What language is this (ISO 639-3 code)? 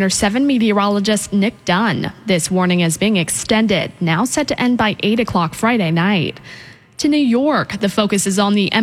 eng